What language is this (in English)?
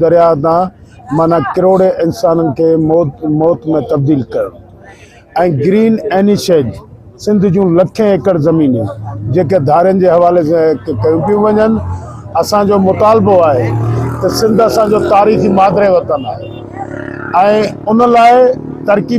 Sindhi